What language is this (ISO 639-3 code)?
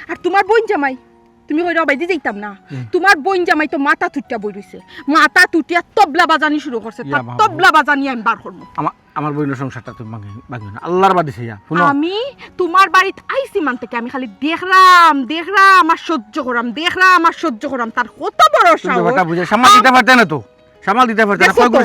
syl